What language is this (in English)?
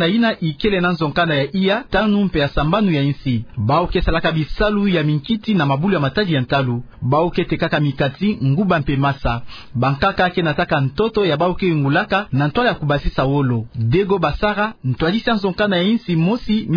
Kituba (Democratic Republic of Congo)